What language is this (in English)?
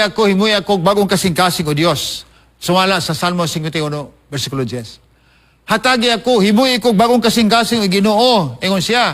Cebuano